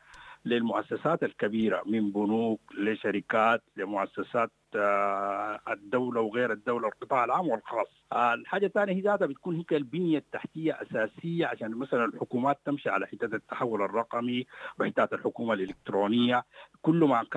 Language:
Sudanese Arabic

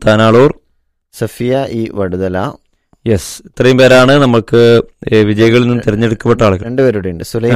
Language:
Malayalam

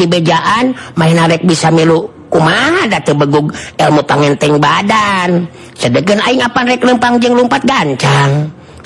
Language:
Sundanese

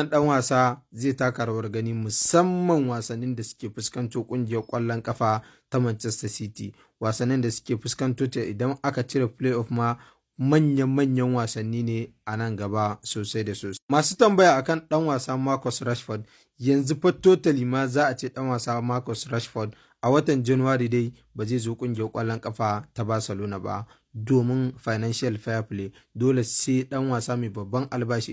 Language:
Hausa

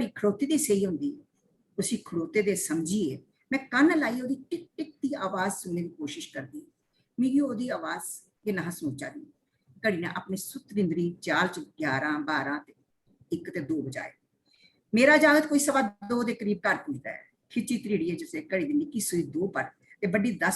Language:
Dogri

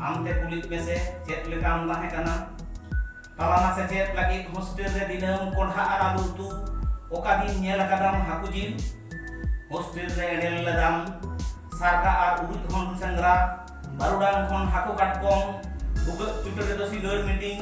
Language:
Santali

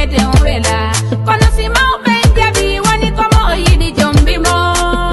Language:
Fula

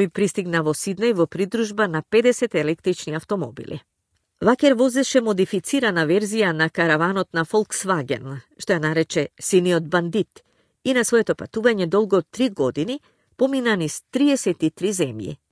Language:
Macedonian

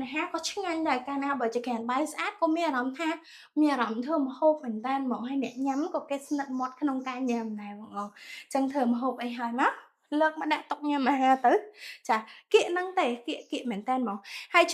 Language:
Khmer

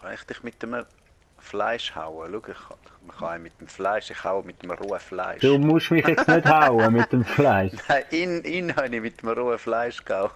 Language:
Swiss German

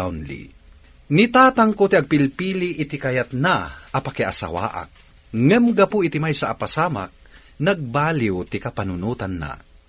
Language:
Iloko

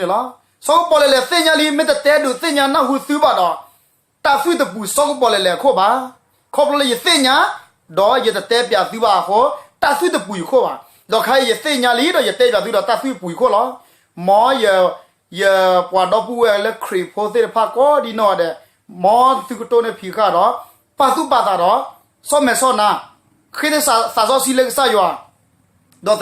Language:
S'gaw Karen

